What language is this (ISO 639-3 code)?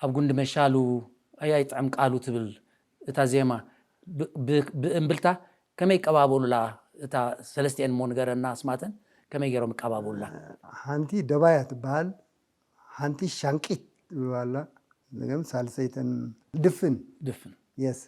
tir